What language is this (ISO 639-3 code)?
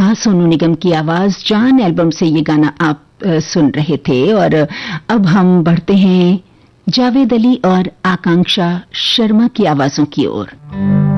hin